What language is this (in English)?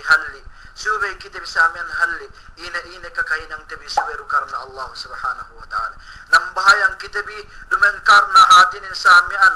Yakan